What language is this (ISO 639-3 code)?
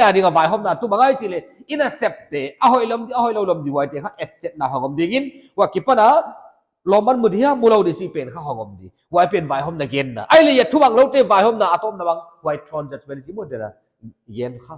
pck